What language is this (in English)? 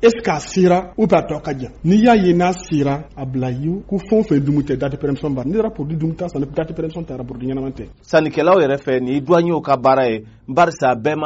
Bambara